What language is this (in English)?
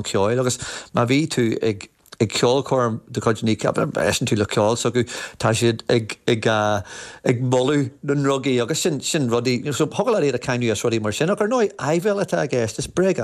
Irish